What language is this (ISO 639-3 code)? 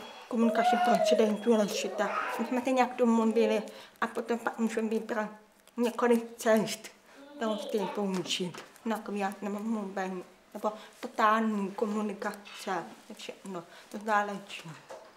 ces